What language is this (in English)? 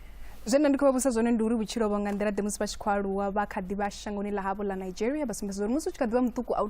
Venda